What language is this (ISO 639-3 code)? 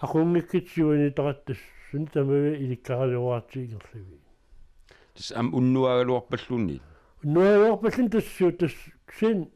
kal